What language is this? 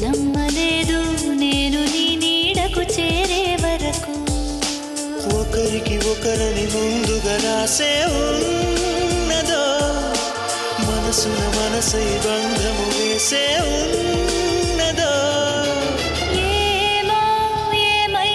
Telugu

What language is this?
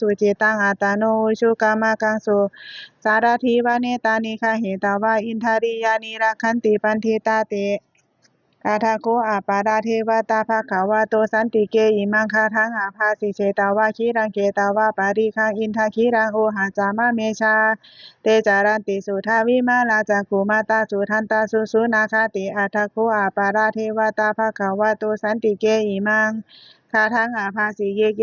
Pali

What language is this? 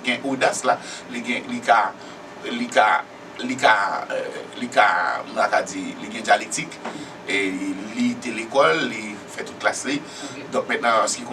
Haitian Creole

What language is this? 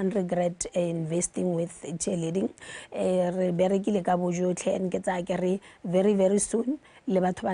Tswana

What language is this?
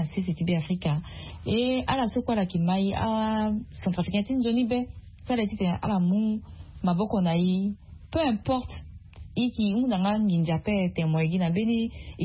Sango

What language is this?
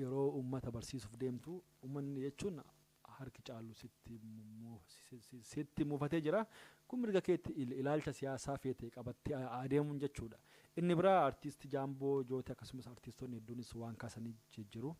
Oromo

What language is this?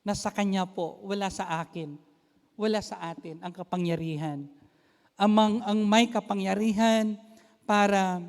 Iloko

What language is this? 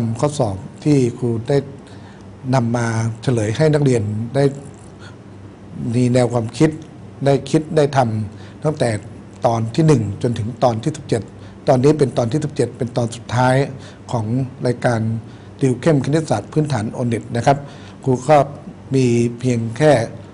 Thai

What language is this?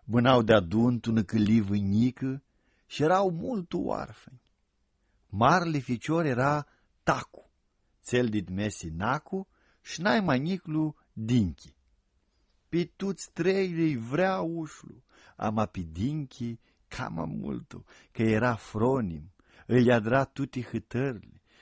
Aromanian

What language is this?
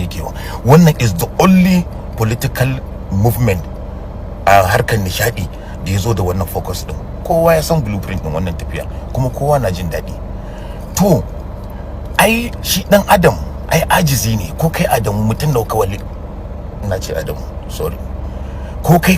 Hausa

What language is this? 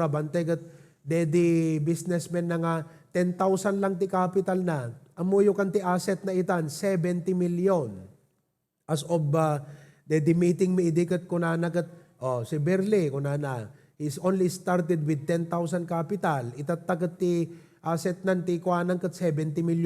Iloko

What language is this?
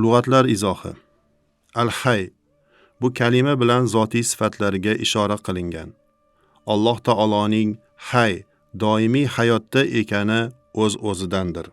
Uzbek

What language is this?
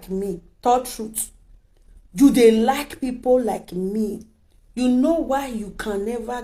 Nigerian Pidgin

